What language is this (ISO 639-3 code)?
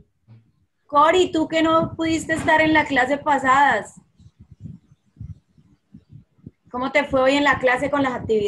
spa